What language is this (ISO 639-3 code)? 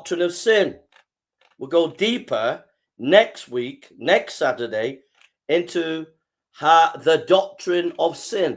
eng